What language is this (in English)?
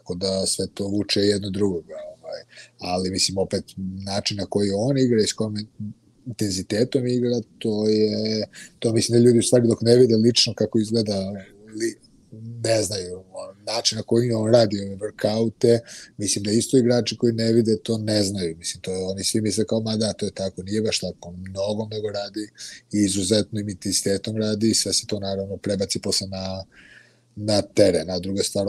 Serbian